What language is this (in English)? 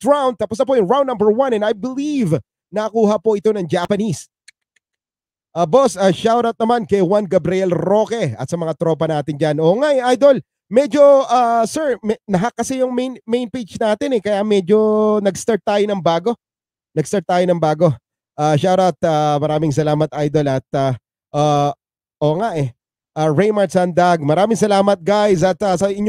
Filipino